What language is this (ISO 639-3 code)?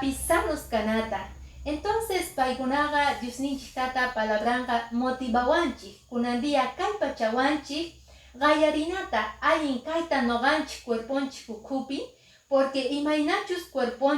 que